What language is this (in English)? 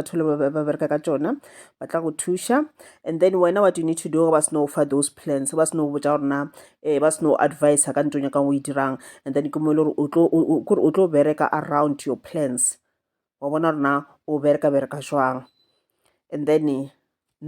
Northern Sotho